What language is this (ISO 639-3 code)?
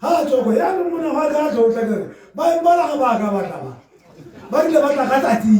tsn